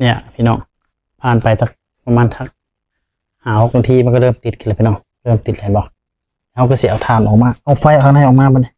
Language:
Northeastern Thai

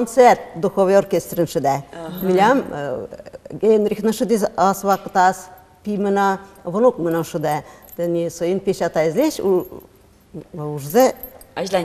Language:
Udmurt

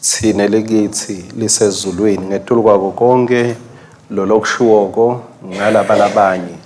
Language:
Swati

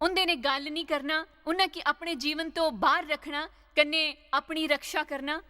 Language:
Dogri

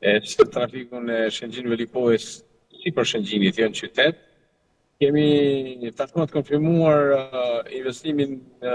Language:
Albanian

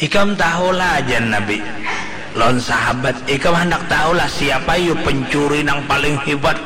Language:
Banjar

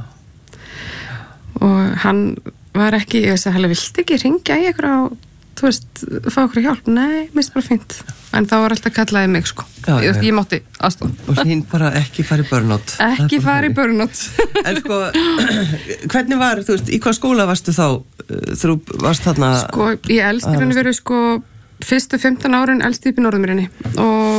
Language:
Icelandic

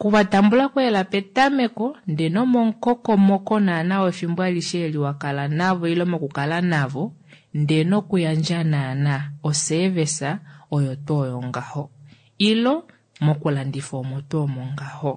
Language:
Kuanyama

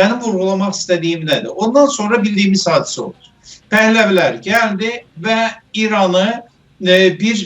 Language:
South Azerbaijani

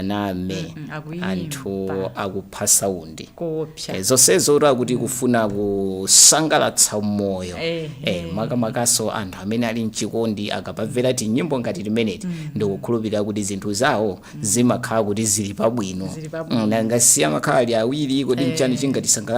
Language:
Nyanja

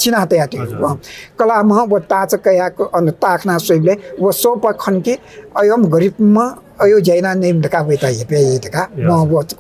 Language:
Newari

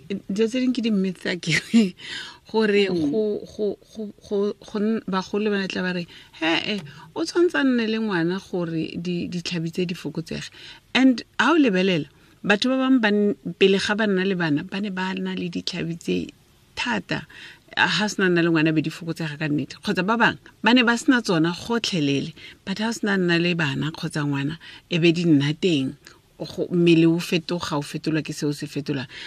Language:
Tswana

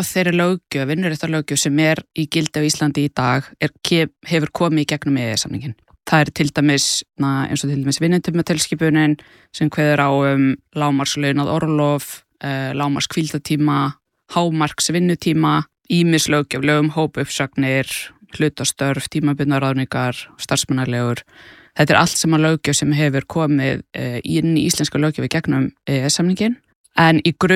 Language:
Icelandic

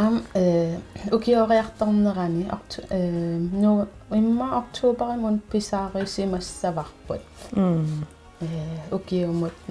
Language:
Kalaallisut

